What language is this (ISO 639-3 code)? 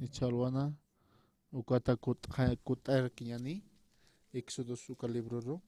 aym